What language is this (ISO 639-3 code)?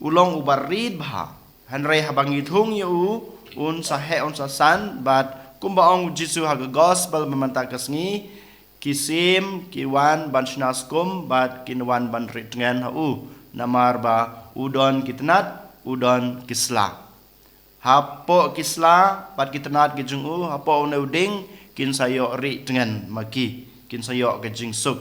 kha